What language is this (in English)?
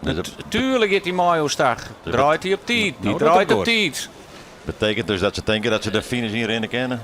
Western Frisian